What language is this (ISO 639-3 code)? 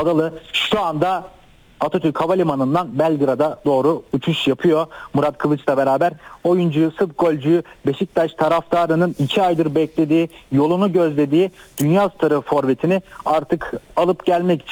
tur